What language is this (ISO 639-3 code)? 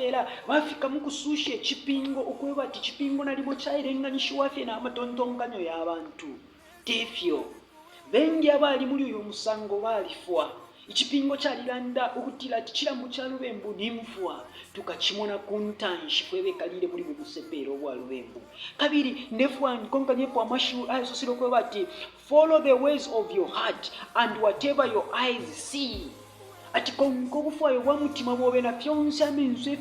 bem